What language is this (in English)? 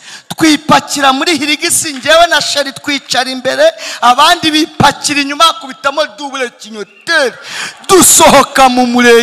Kinyarwanda